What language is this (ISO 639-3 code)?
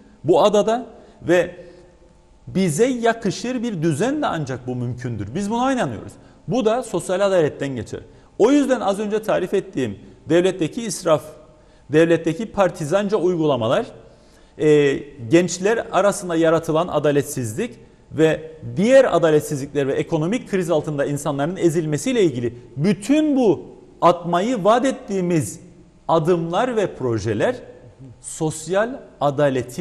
tur